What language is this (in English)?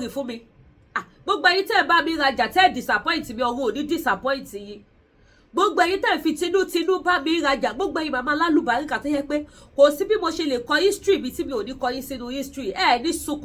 Yoruba